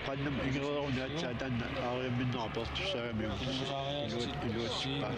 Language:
Kalaallisut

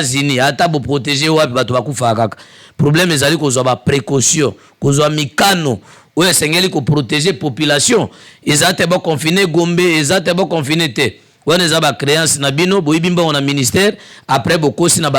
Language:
Lingala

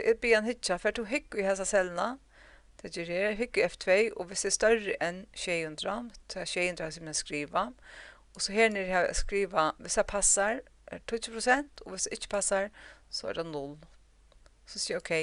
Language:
Faroese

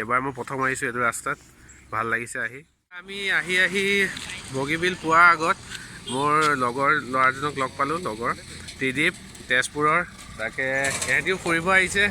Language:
Assamese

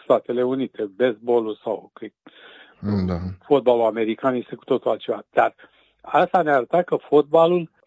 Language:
Romanian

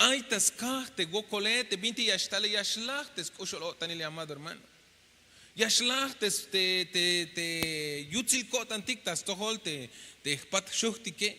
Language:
Tzeltal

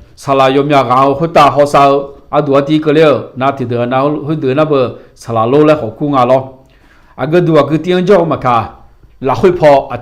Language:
Akha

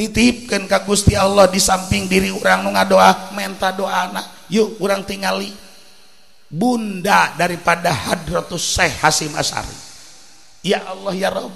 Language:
Sundanese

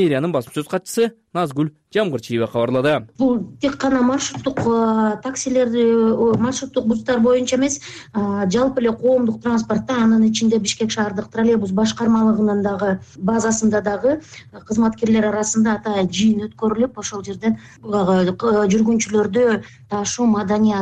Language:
Kyrgyz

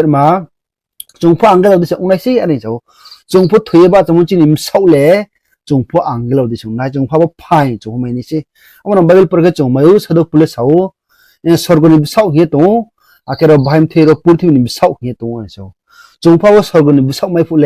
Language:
Riang (India)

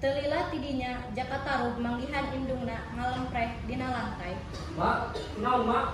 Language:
Sundanese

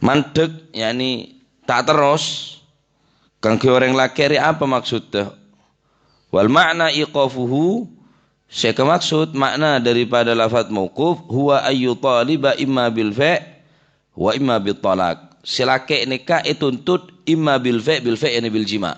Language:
Madurese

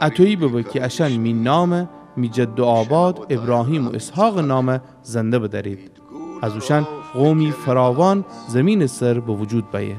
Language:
Gilaki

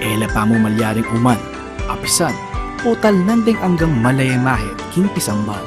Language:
Pampanga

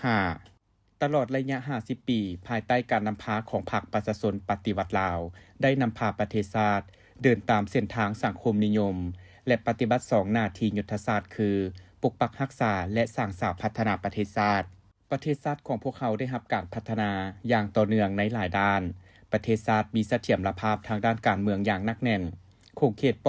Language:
Lao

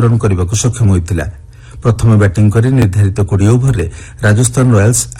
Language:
Odia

